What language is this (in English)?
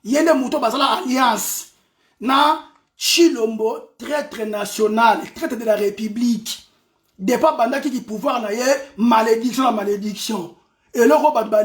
Lingala